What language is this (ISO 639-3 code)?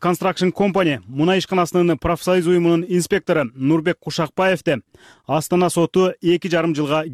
kir